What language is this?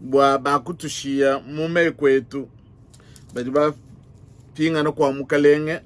Luba-Lulua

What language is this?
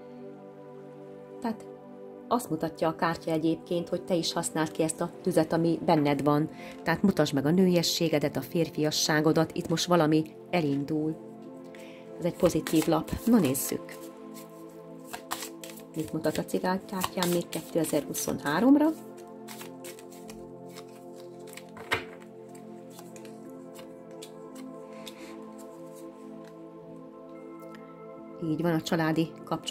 Hungarian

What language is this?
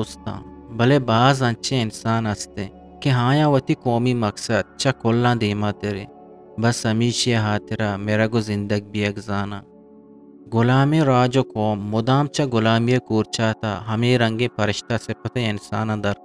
Eastern Balochi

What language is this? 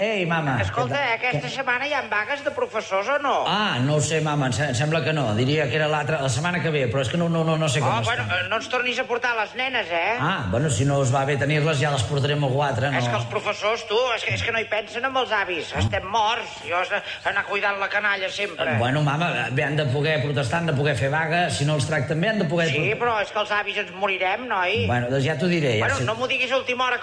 Catalan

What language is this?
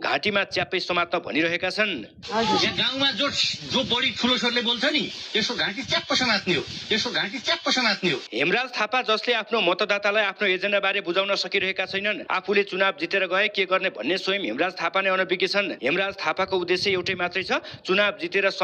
Nepali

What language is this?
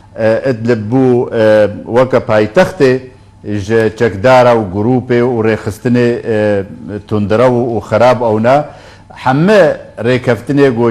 Kurdish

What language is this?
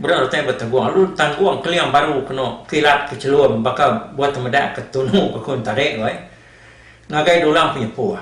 Iban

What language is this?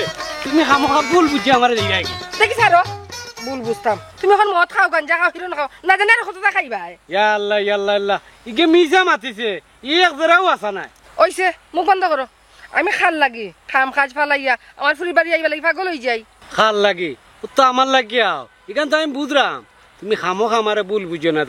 Sylheti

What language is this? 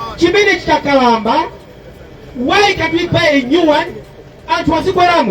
Nyanja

